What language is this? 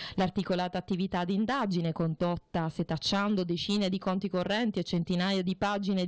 Italian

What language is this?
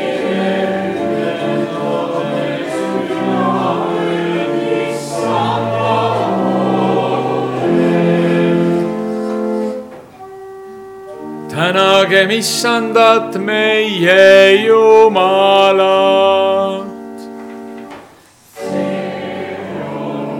Estonian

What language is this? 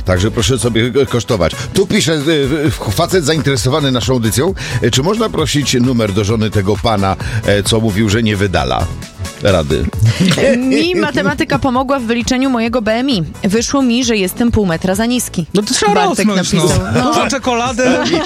Polish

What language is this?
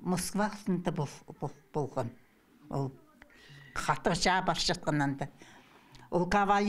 Khakas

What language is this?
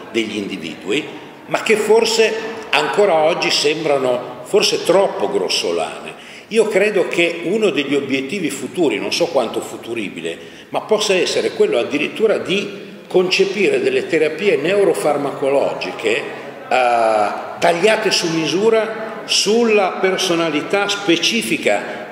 Italian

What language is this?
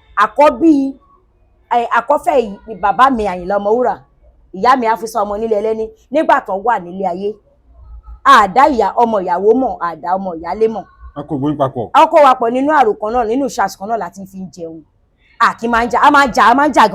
Yoruba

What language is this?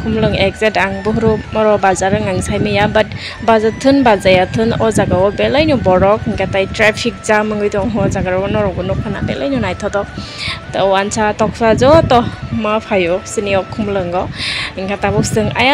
Kok Borok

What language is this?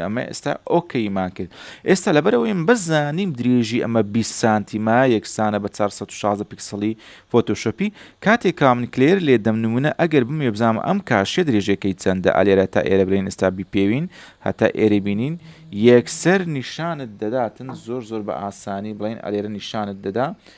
Central Kurdish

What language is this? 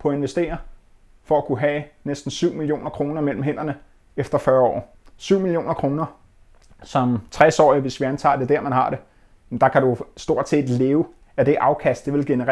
Danish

